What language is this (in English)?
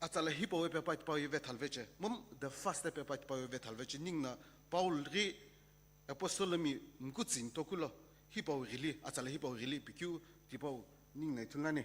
Sumi Naga